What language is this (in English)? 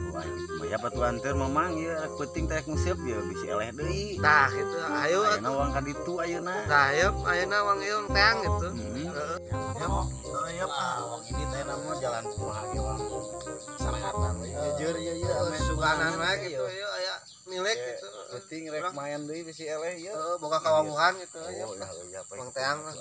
Sundanese